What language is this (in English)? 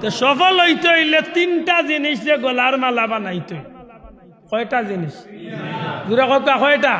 Sylheti